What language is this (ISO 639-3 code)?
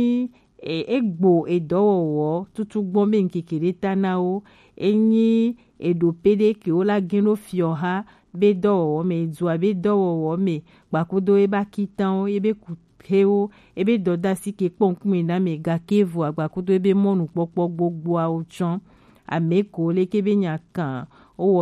gej